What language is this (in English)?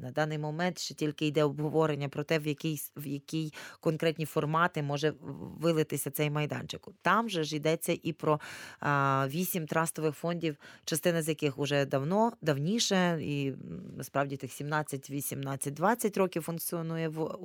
Ukrainian